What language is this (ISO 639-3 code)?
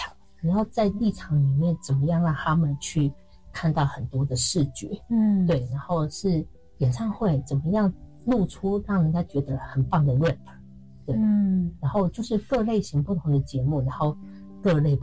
zho